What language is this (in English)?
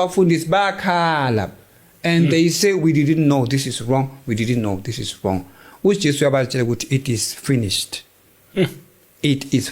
Zulu